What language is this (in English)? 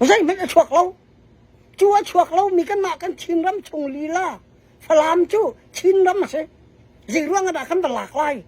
Falam Chin